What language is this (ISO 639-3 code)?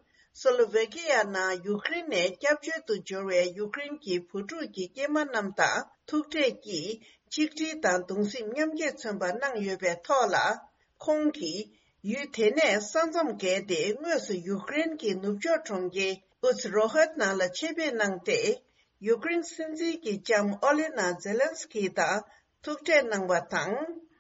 bod